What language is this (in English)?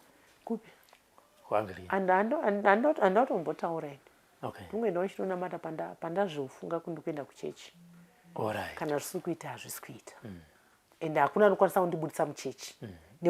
Shona